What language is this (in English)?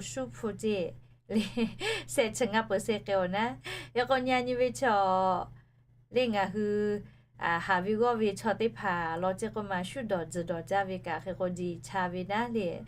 Lahu